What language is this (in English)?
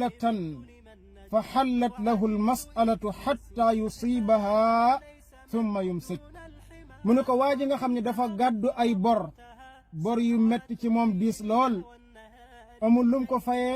Wolof